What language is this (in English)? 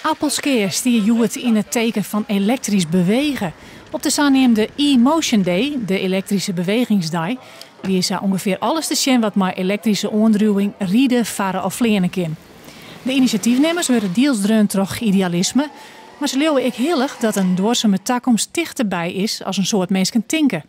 Western Frisian